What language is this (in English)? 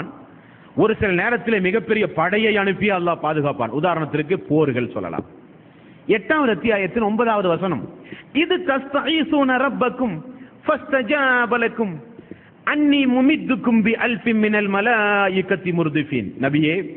Tamil